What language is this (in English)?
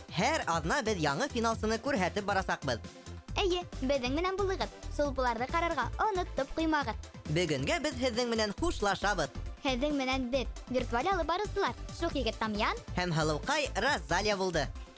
Bashkir